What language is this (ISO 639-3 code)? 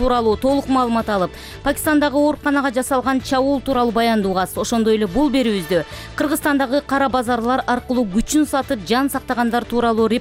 kir